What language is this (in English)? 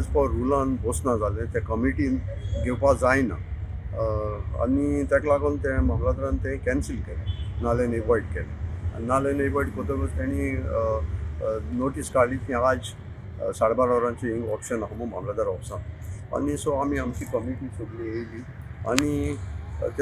Konkani